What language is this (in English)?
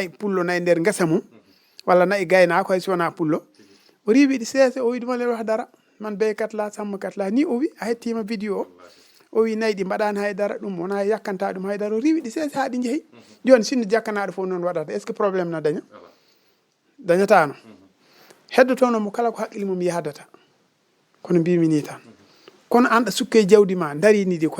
Fula